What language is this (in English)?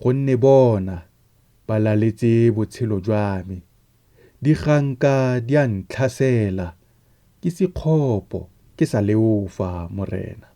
Tswana